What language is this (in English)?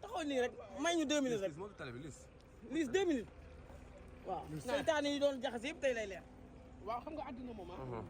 Wolof